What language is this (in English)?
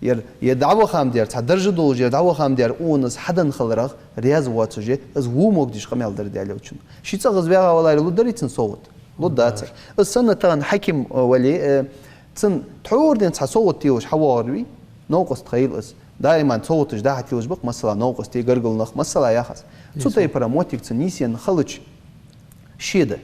Ingush